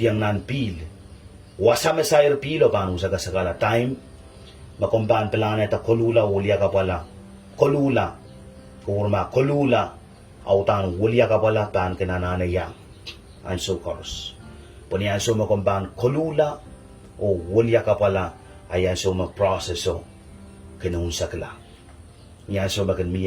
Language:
Pohnpeian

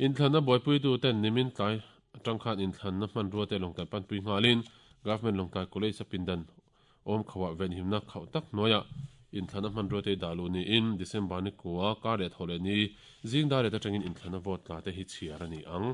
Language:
Mizo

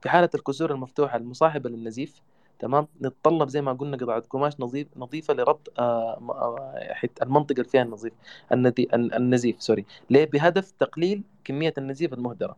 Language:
Sudanese Arabic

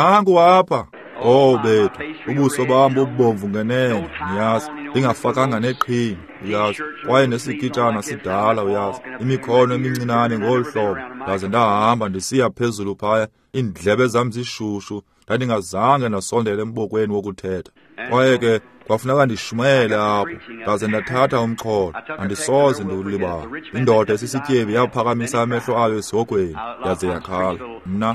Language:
Xhosa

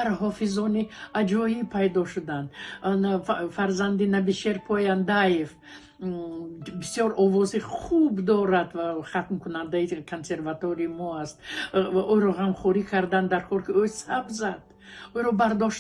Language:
Tajik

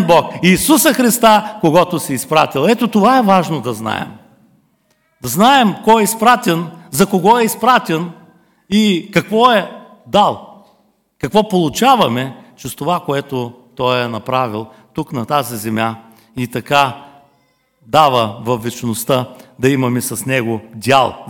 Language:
Bulgarian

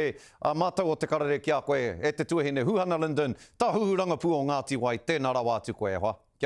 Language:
Māori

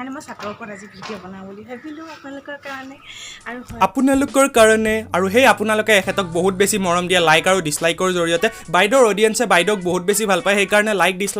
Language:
Assamese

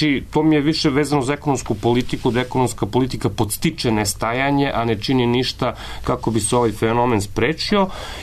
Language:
Serbian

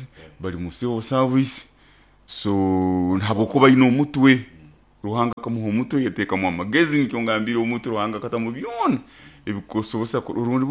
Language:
Nyoro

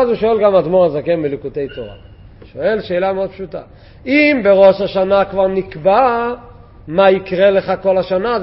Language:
Hebrew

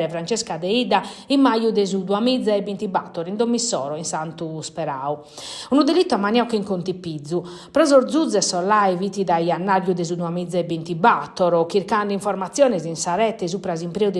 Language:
Sardinian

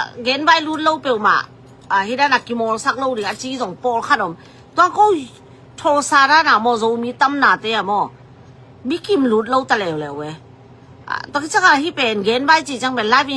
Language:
Tedim Chin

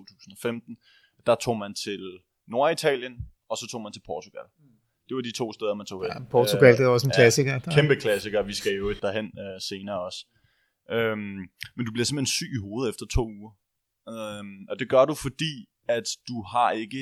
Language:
Danish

